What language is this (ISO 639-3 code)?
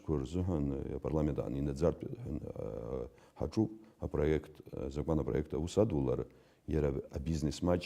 abk